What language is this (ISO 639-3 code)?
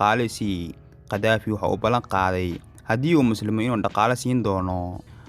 som